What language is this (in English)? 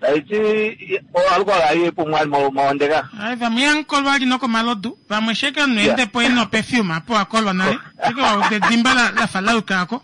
Kuanyama